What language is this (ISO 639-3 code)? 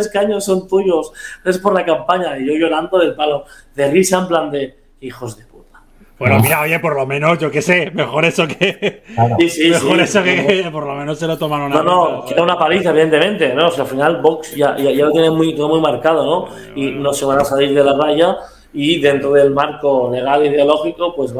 spa